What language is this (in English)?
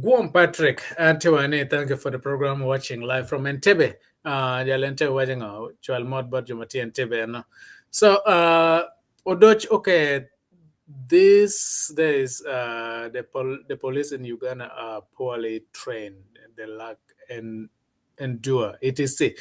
Acoli